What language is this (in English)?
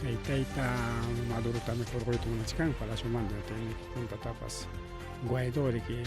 Ayacucho Quechua